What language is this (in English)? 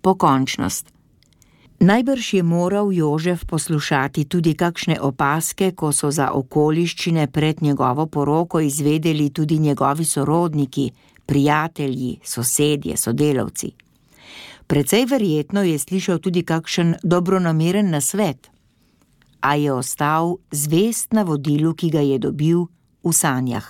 Slovenian